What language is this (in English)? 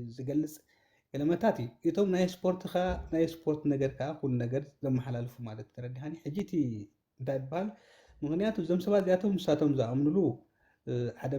Tigrinya